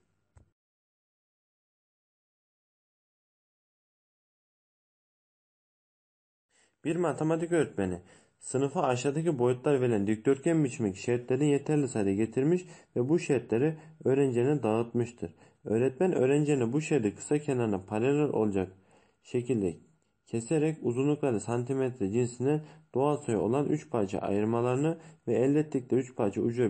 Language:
Turkish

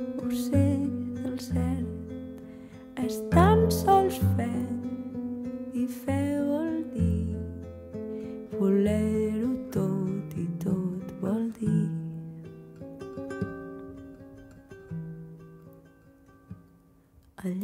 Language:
Catalan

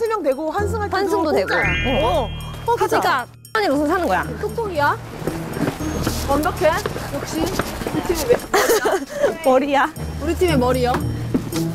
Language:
Korean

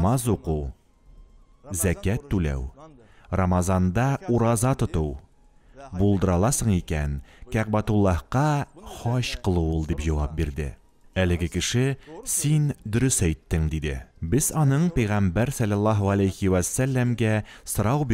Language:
Tatar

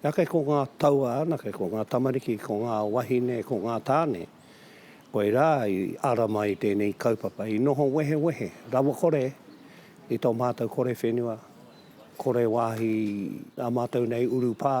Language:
Māori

